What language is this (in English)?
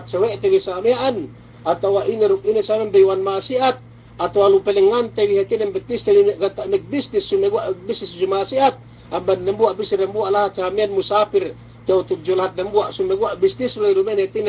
Yakan